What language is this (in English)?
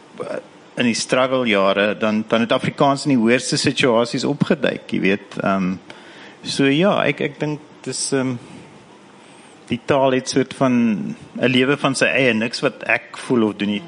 Afrikaans